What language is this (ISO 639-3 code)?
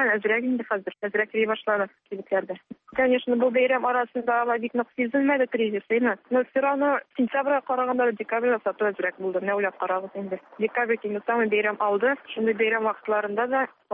tat